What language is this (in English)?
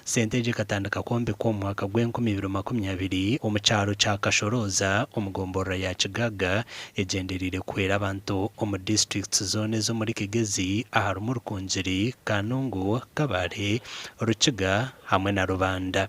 Nyankole